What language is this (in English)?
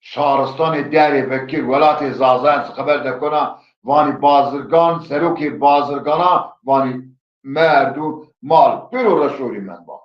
Zaza